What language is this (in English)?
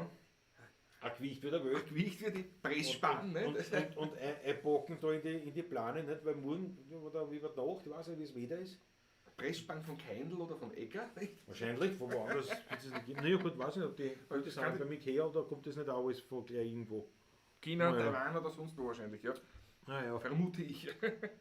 Bavarian